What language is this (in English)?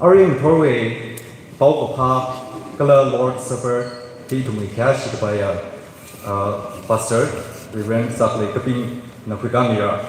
Tangkhul Naga (India)